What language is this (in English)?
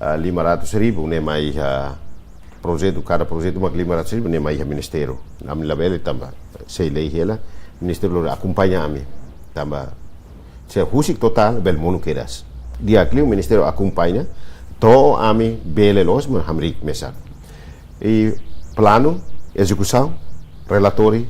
Tetum